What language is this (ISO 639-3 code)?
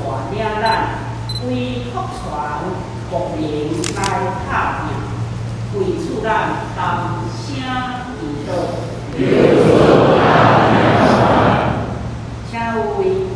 zho